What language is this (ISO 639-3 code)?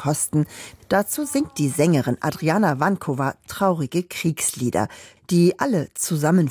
deu